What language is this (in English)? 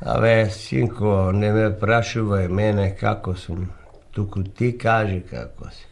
Macedonian